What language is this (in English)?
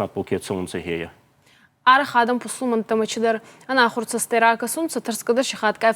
Ossetic